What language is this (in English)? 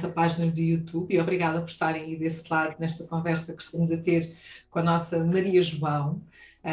Portuguese